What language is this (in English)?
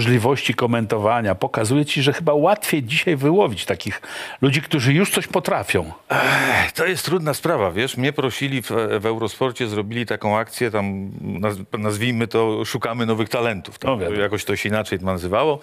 Polish